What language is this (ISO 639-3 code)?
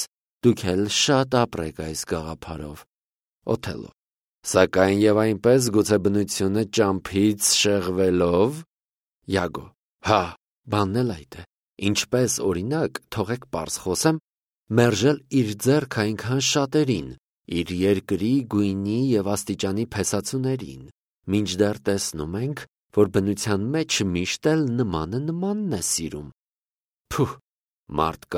hye